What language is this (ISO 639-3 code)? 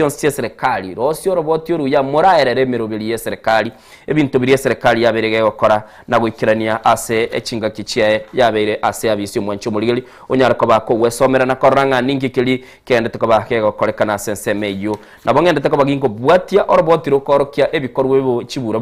guz